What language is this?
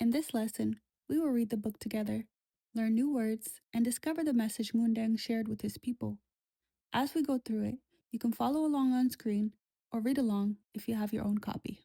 Nuer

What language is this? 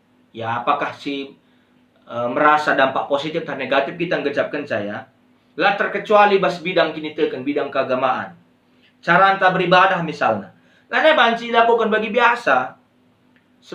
Batak Karo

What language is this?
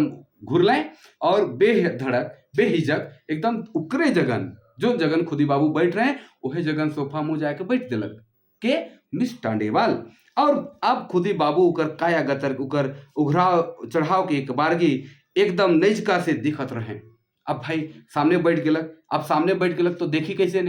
Sadri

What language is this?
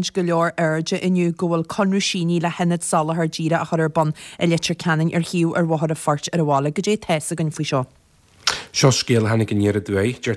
Irish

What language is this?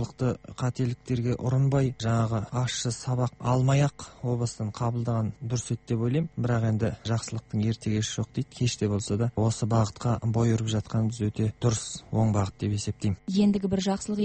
Kazakh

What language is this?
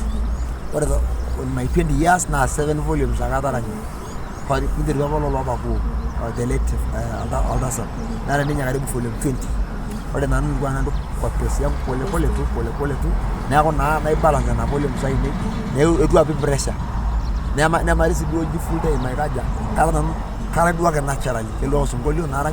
Masai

